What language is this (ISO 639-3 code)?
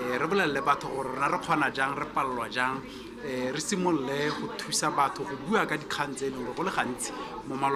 tsn